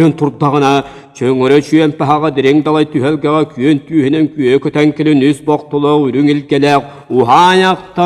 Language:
Yakut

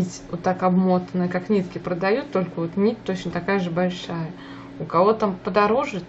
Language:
Russian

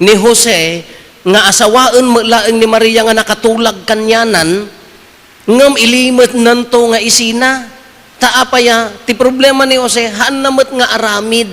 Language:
Iloko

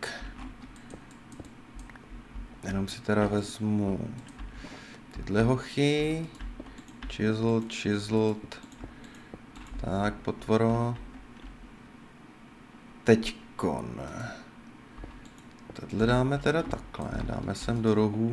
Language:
Czech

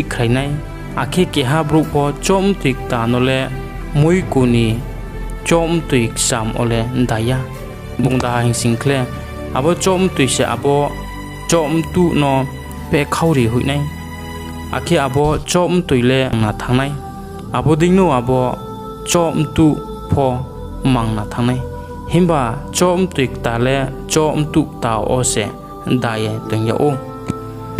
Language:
Riang (India)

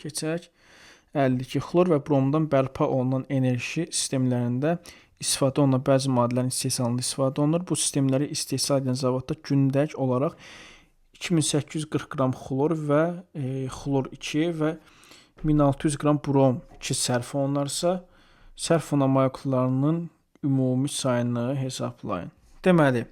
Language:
Azerbaijani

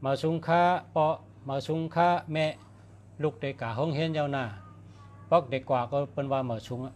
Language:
Shan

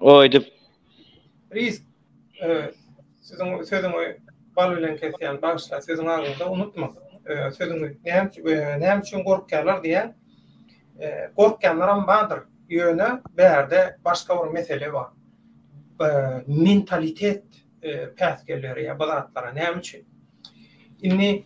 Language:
Turkmen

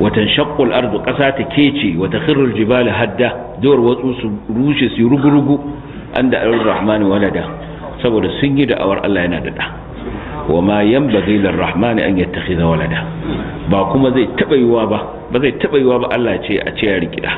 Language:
Hausa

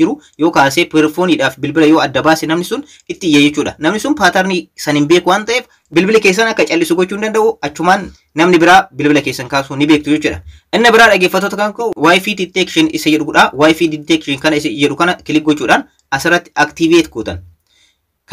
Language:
Oromo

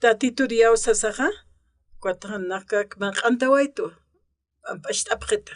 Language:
Aymara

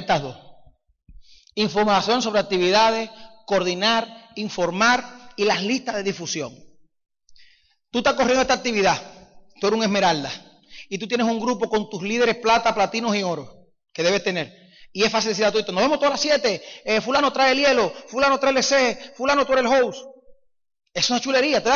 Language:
Spanish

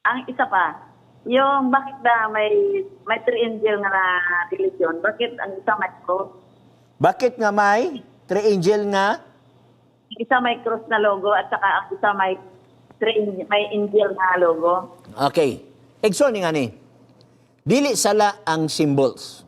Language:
Cebuano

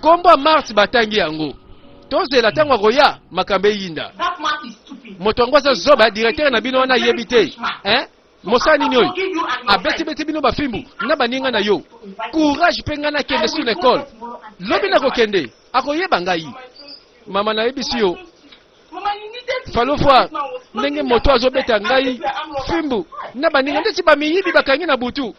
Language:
Lingala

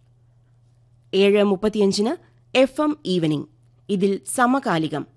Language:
Malayalam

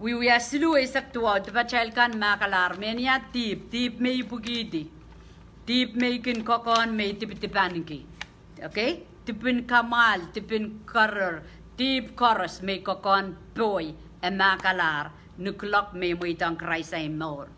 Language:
Pohnpeian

